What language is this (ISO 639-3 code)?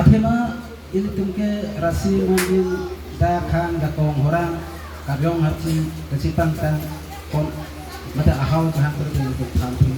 mjw